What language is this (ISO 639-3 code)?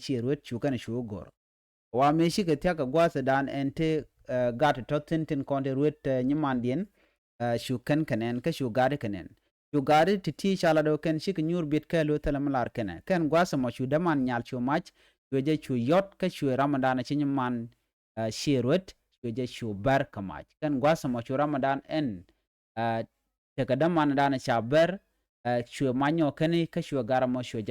nus